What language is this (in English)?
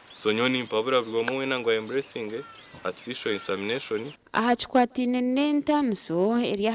Nyankole